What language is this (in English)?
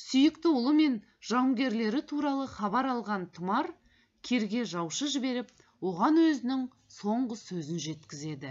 Kazakh